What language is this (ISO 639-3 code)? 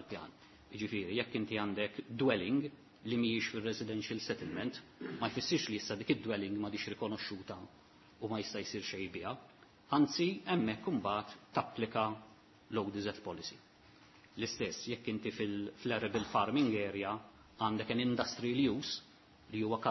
mlt